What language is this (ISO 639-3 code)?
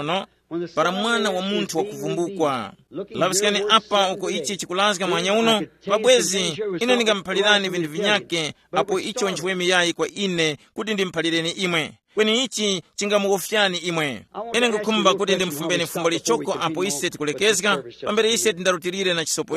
tum